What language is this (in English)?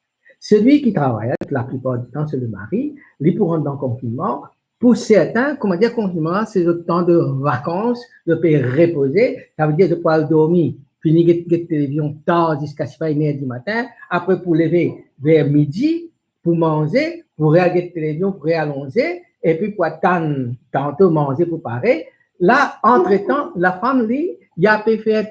Morisyen